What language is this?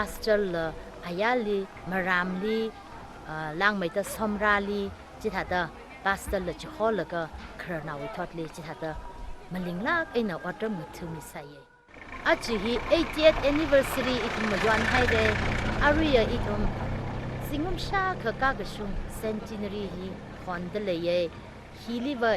Tangkhul Naga (India)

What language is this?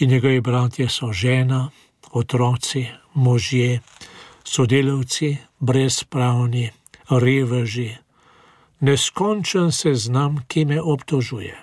Slovenian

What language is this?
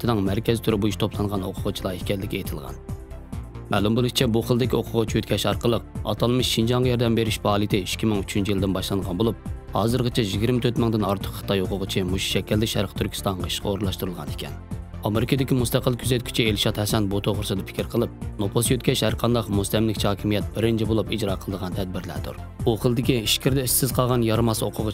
Uyghur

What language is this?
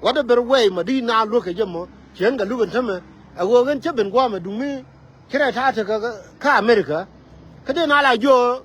Nuer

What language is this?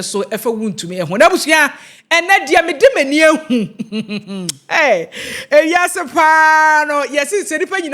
Akan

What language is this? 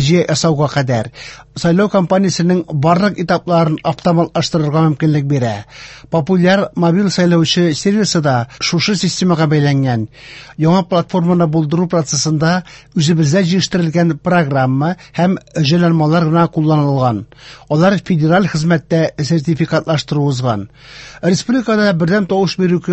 Tatar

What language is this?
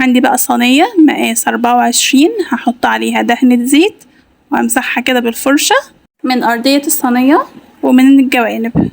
Egyptian Arabic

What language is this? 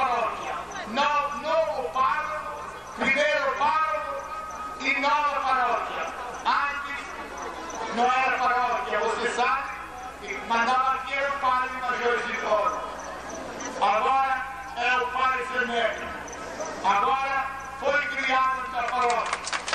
Portuguese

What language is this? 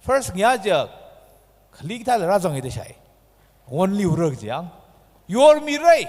Tangkhul Naga (India)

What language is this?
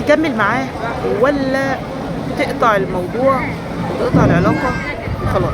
Egyptian Arabic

